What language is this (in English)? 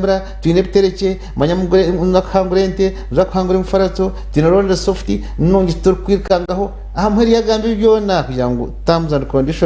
Nyankole